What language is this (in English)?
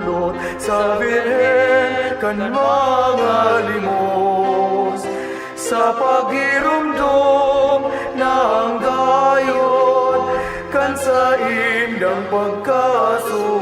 Bikol